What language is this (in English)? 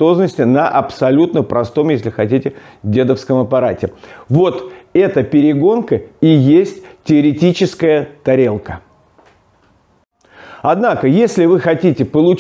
Russian